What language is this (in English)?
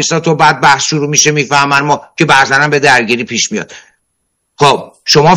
Persian